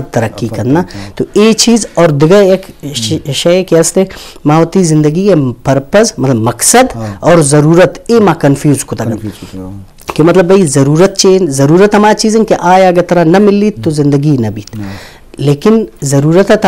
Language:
Eastern Balochi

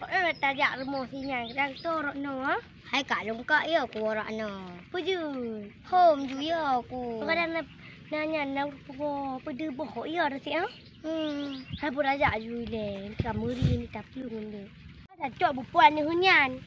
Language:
Achinese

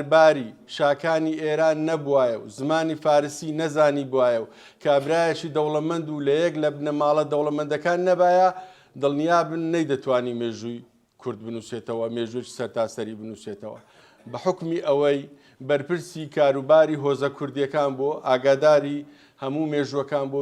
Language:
Central Kurdish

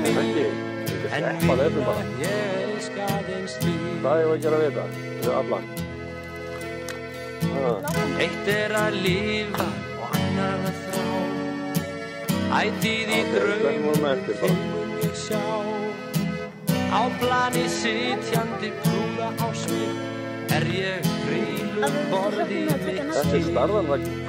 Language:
Icelandic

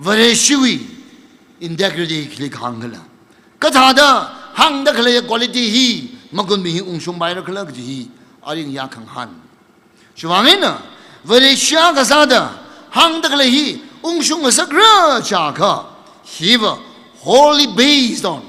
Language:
Tangkhul Naga (India)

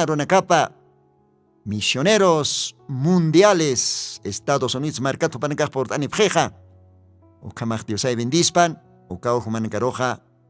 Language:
Aymara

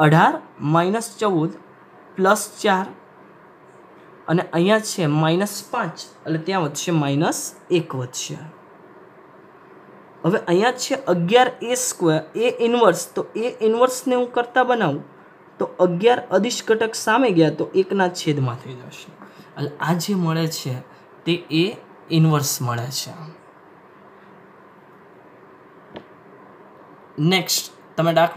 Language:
Gujarati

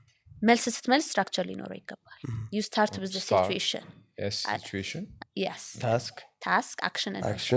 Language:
Amharic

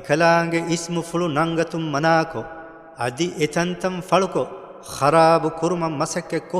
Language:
Divehi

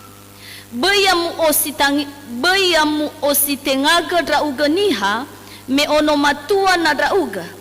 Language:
Nias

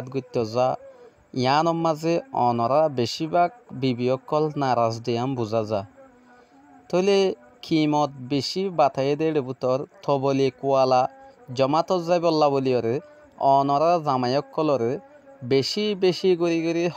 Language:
Rohingya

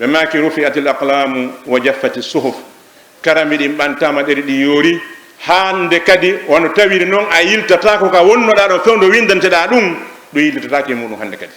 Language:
Fula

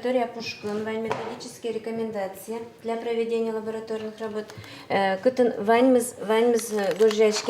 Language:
Udmurt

